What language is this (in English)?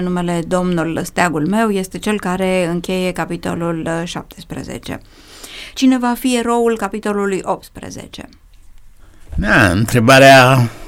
Romanian